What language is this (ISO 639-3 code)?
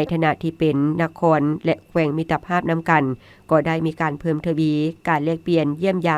lao